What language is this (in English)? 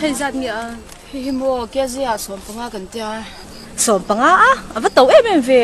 Mizo